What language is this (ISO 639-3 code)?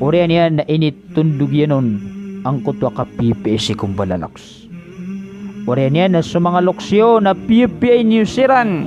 mrw